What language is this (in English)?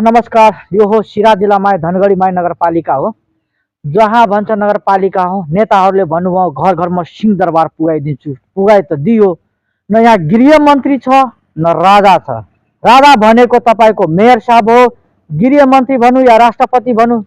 Nepali